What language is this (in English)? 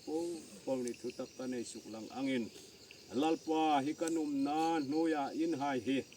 Hmar